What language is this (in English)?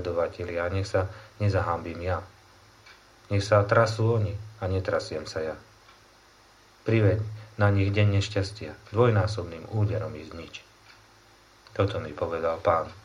Slovak